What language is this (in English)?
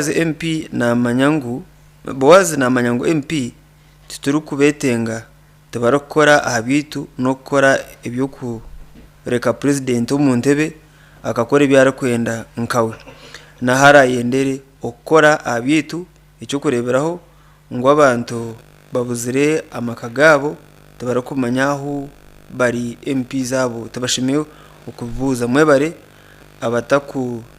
Nyankole